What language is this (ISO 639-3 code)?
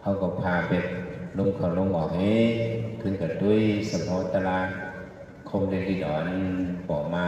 shn